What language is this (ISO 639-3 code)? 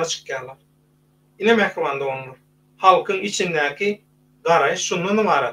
tuk